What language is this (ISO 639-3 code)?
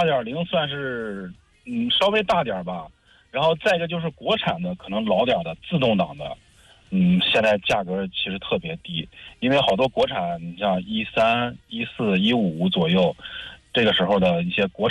zho